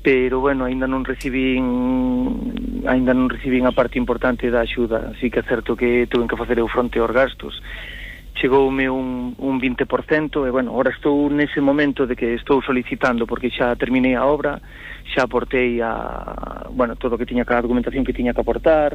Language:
Galician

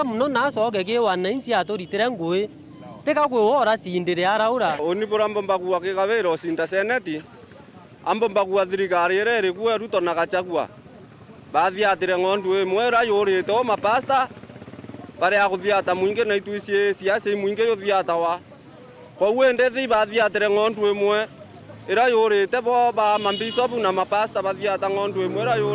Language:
Meru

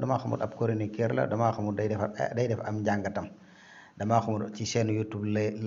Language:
Wolof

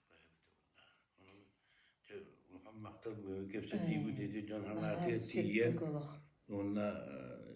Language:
Yakut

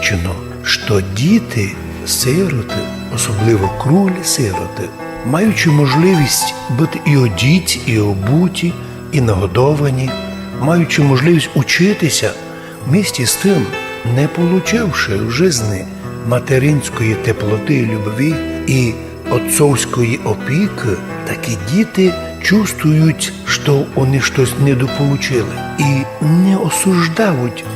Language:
Rusyn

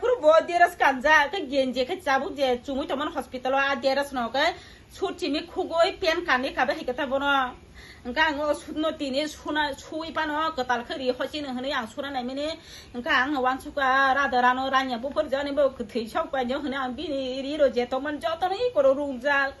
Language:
Kok Borok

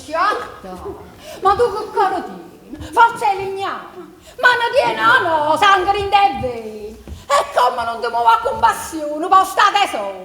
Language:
Neapolitan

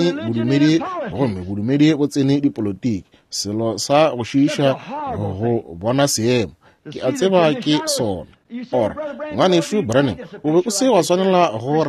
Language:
Northern Sotho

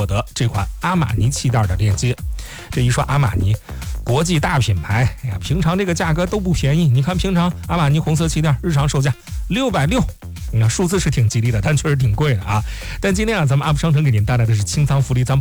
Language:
Chinese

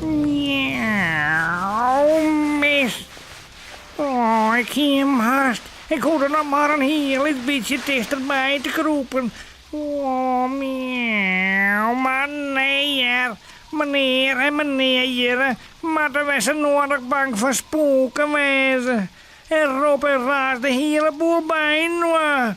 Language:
Western Frisian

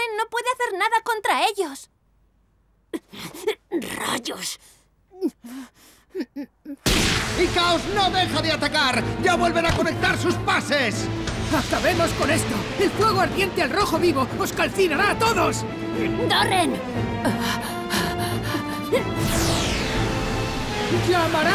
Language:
Spanish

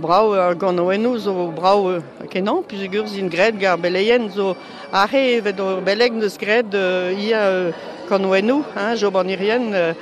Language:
Breton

